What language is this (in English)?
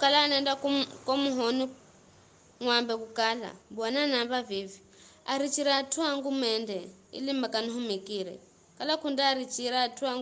Giryama